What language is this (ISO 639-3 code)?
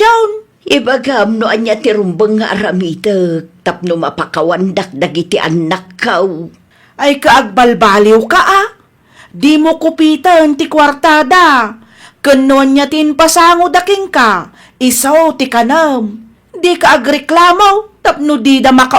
ilo